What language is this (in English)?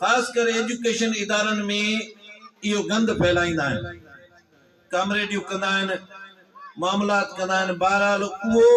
Sindhi